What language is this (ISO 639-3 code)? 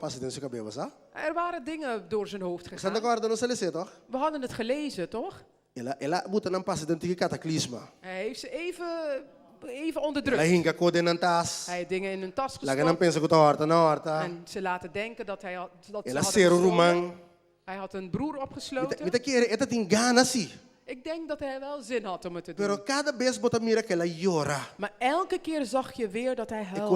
pap